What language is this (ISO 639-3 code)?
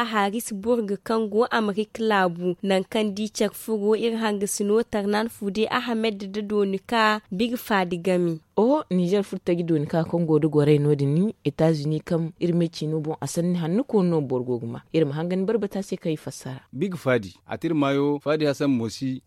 dje